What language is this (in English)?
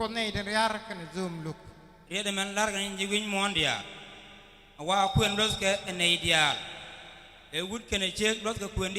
Nuer